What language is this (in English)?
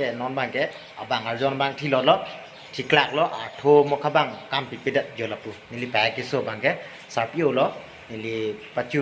Karbi